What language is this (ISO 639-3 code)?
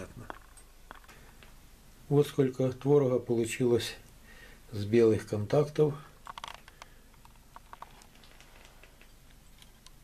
rus